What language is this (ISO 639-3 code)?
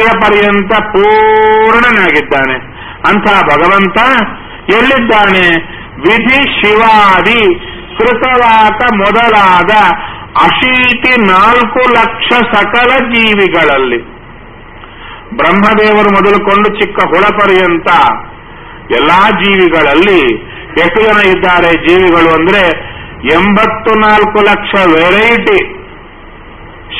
kan